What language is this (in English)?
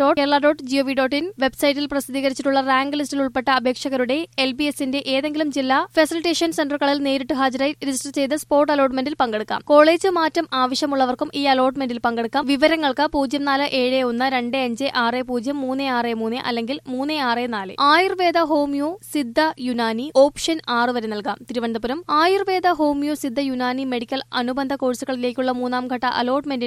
Malayalam